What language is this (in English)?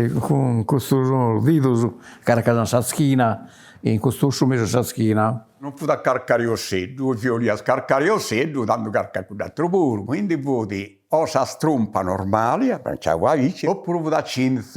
Sardinian